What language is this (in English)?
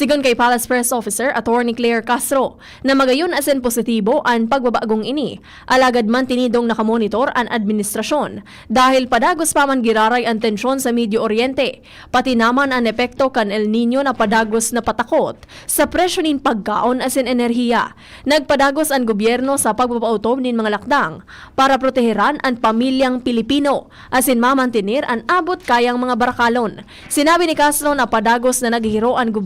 Bikol